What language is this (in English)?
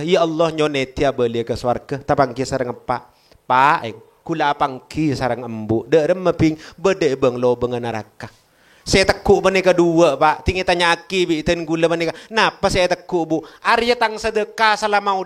Madurese